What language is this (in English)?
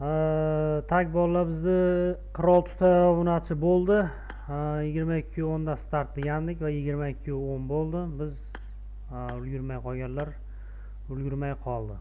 Uzbek